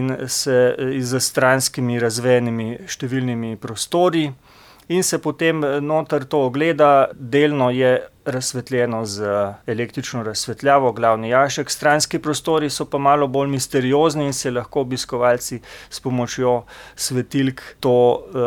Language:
Slovenian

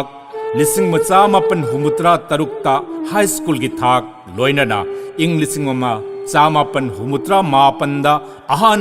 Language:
Manipuri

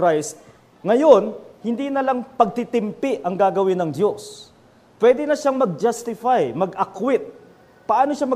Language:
Filipino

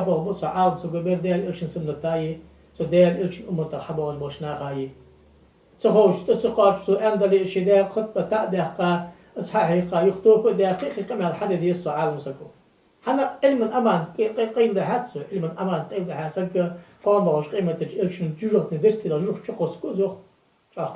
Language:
Ingush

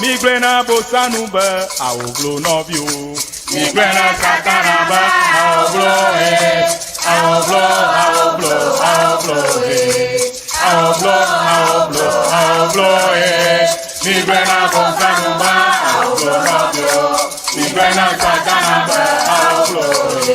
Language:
Ewe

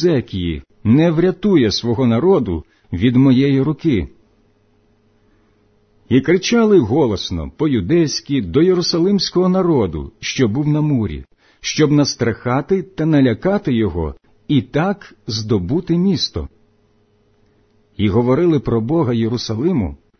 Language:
Ukrainian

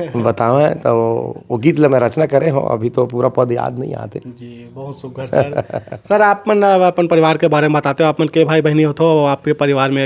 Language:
Chhattisgarhi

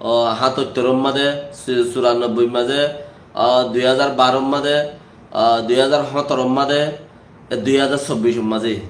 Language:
Rohingya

